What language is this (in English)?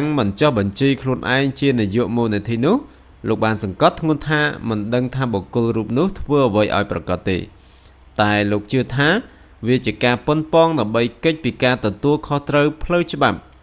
Khmer